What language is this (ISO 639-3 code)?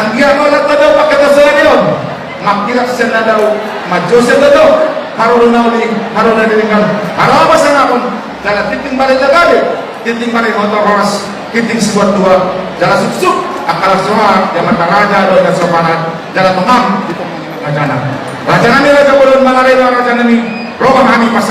bbc